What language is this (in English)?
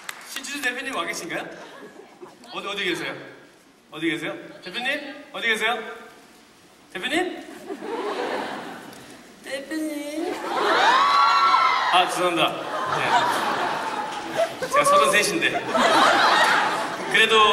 Korean